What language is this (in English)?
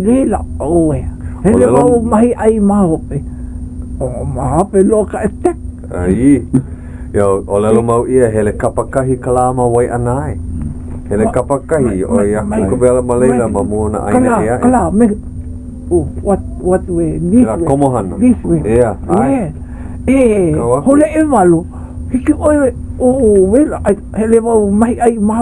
Hawaiian